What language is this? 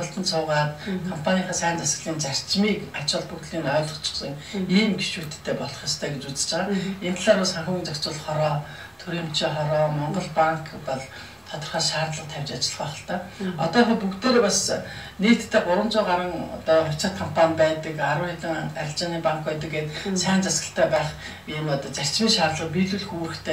Mongolian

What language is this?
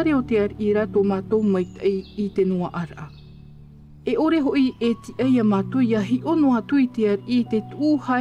Tahitian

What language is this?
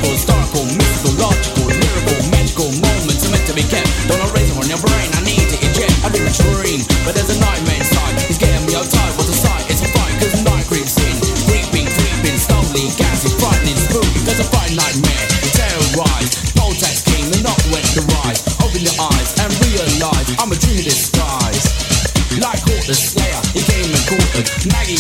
English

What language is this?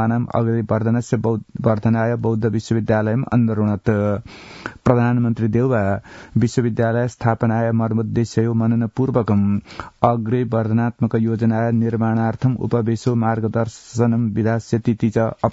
Sanskrit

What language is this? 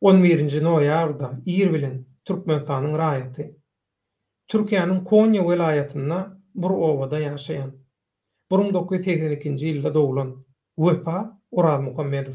Turkmen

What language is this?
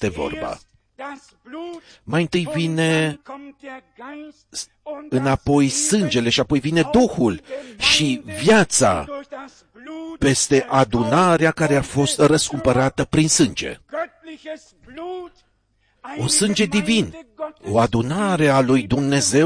Romanian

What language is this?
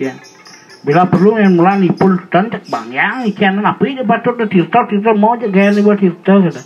Balinese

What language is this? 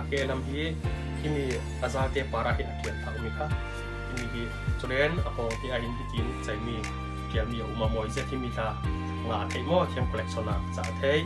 Falam Chin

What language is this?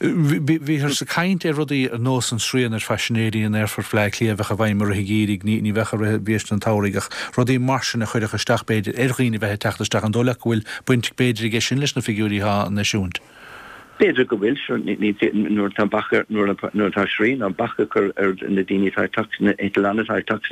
Irish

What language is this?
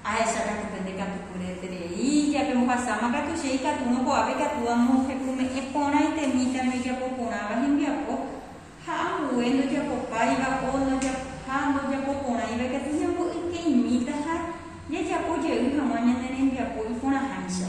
Guarani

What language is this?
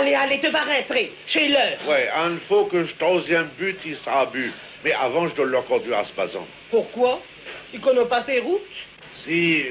Picard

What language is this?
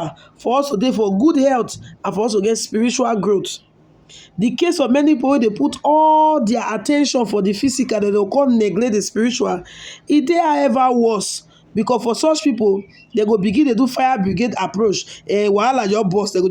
Nigerian Pidgin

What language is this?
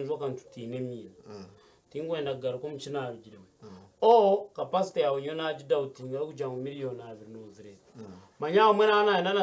Nyankole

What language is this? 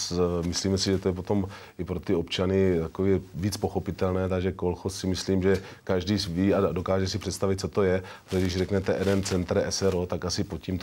Czech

